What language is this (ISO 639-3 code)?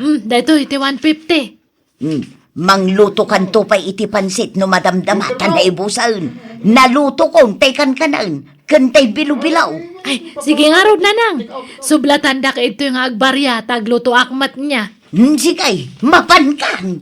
ilo